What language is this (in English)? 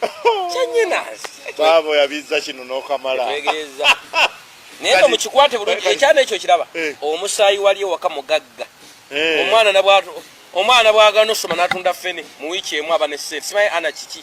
Ganda